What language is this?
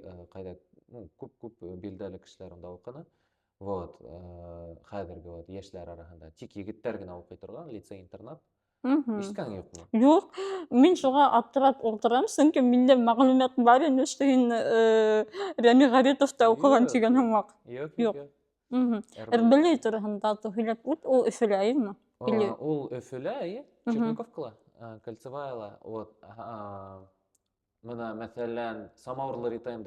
Bashkir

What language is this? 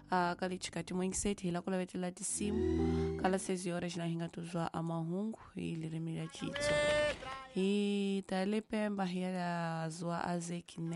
Tsonga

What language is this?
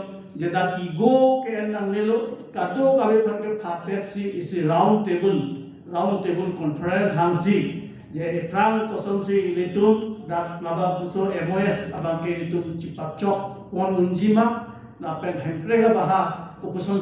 Karbi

